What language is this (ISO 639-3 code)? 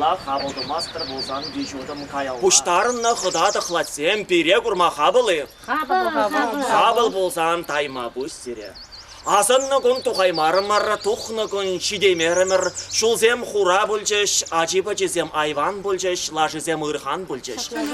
chv